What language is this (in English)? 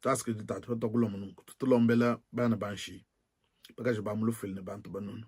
Luba-Lulua